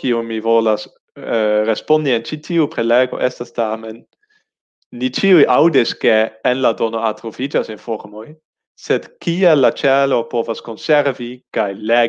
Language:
Esperanto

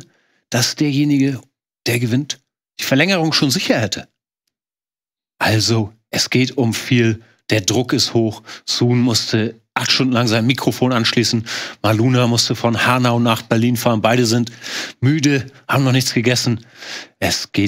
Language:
German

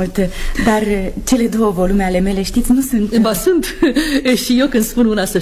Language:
Romanian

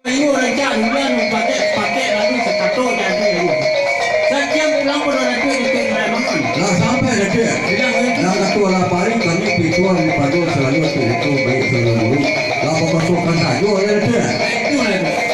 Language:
Minangkabau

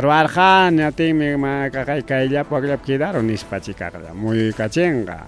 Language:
Ayacucho Quechua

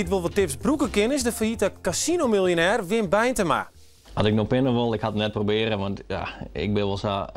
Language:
Western Frisian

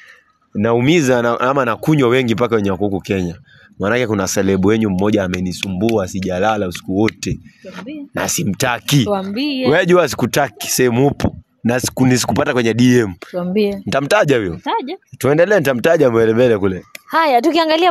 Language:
Swahili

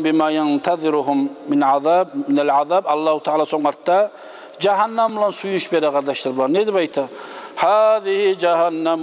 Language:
Kumyk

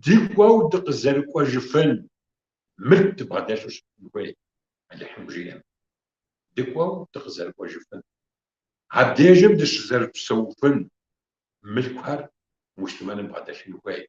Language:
Kabardian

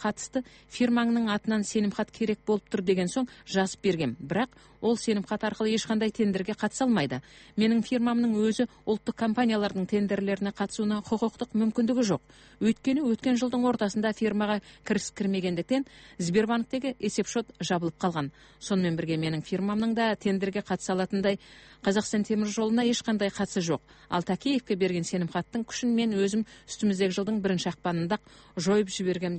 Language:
Kazakh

